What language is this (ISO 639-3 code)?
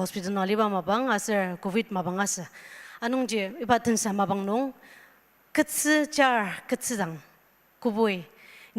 njo